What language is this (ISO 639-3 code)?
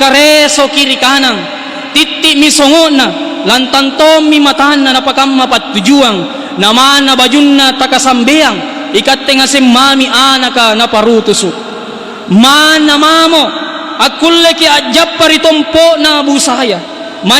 mak